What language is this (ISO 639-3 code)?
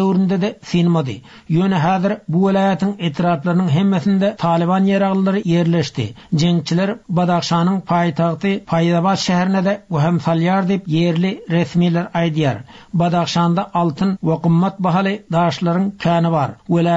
tuk